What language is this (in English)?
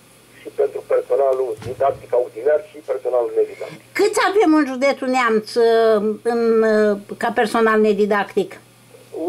Romanian